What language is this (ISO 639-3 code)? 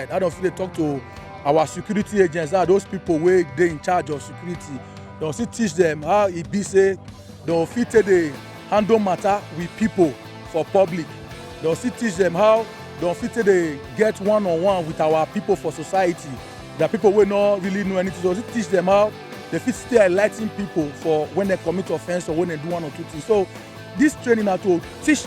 pcm